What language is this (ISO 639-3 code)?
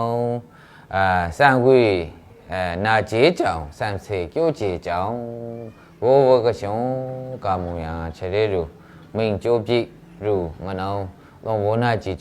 mhx